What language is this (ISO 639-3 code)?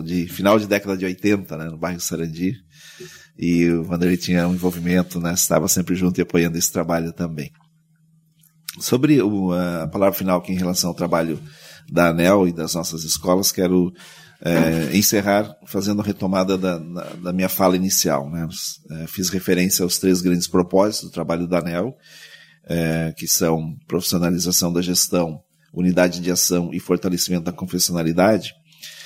por